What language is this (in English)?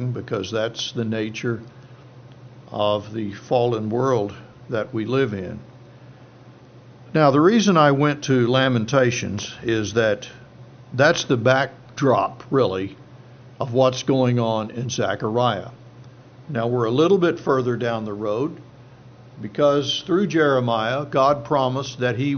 English